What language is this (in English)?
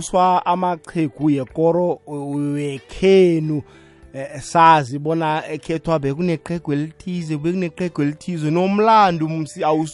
South Ndebele